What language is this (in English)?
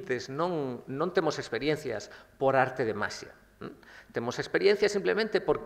Galician